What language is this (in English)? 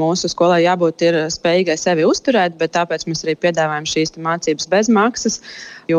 Latvian